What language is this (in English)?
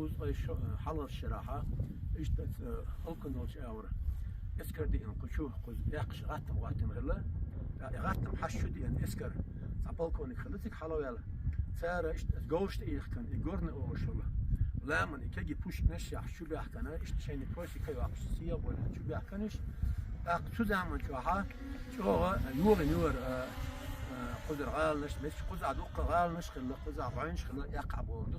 Chechen